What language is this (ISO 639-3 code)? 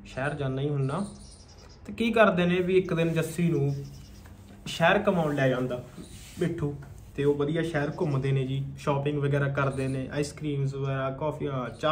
pan